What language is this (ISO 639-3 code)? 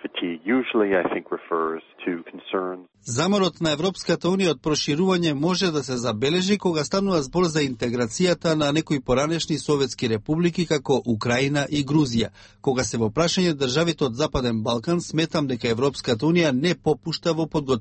mkd